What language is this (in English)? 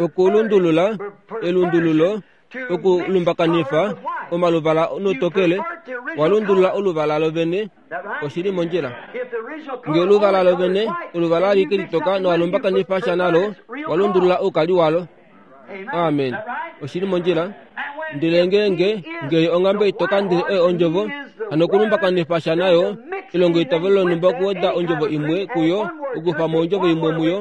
Kuanyama